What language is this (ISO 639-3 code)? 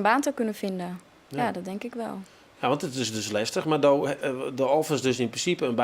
fry